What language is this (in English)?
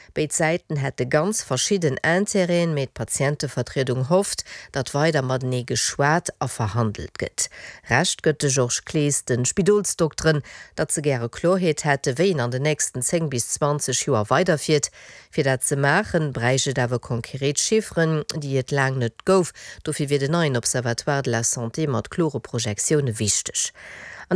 Luxembourgish